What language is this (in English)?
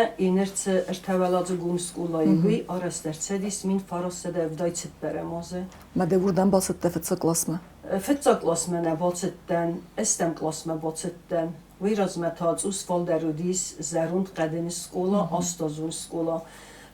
Ossetic